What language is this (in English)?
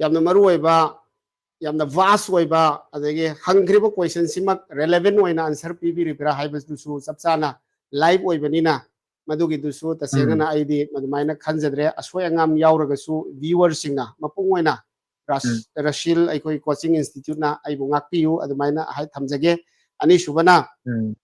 Manipuri